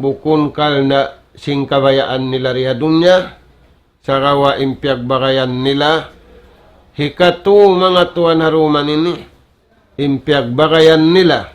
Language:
Tausug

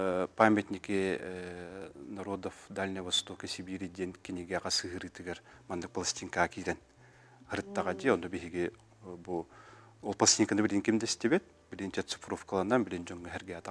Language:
Yakut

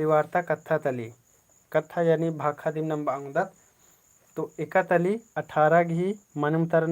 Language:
Kurukh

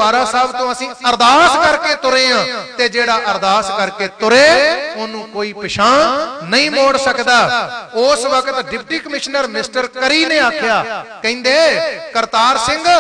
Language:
Punjabi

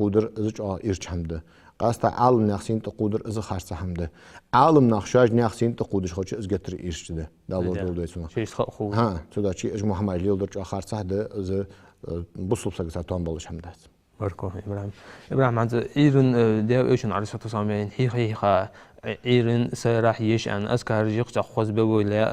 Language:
Ingush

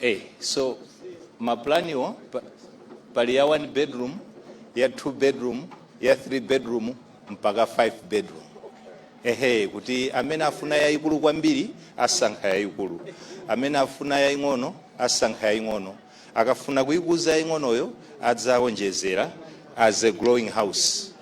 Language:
Nyanja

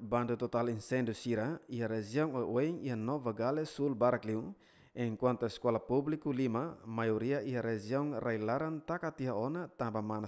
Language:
Tetum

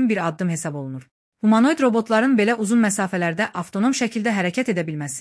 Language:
Azerbaijani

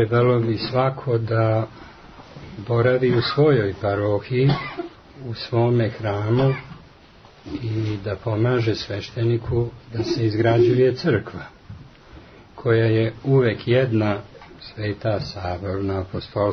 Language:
Serbian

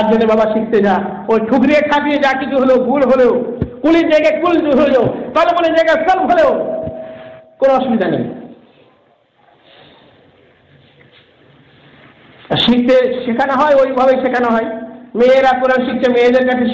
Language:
Bangla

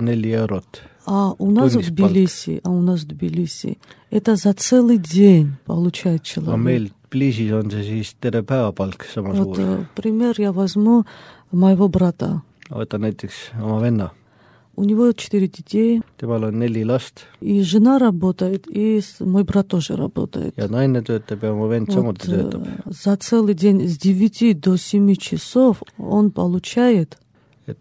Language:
Estonian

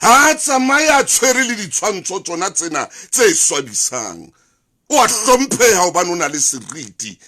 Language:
Southern Sotho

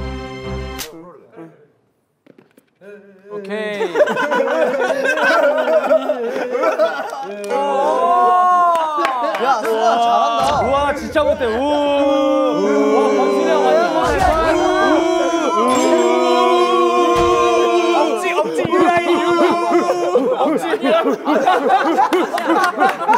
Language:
Korean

